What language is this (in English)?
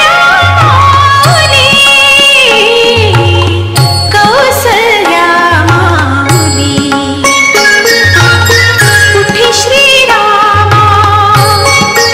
Marathi